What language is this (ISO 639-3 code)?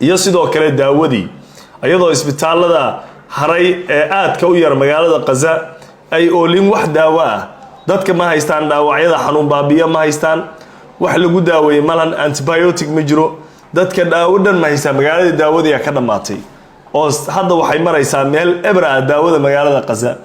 som